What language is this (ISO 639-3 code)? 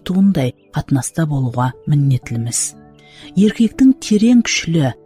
kaa